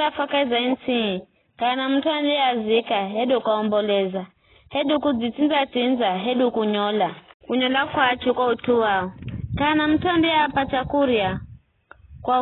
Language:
Giryama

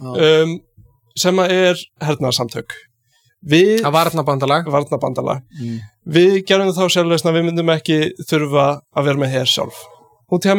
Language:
Icelandic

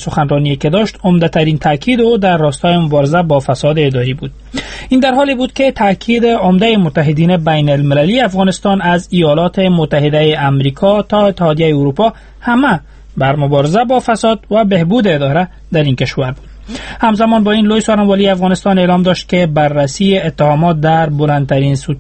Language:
Persian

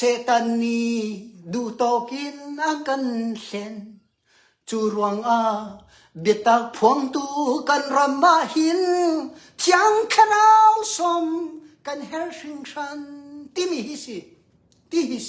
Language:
Hakha Chin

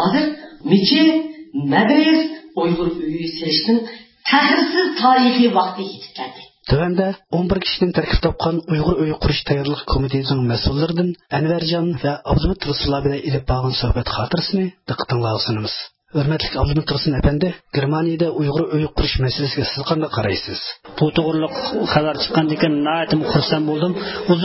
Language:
Uyghur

